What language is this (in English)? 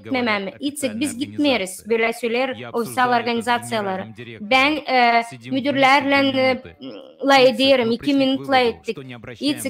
Gagauz